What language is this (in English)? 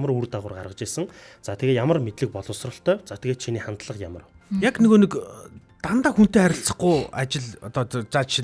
Mongolian